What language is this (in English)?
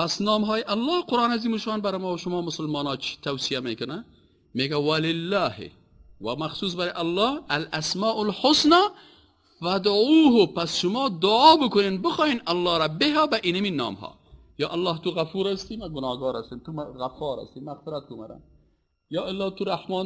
Persian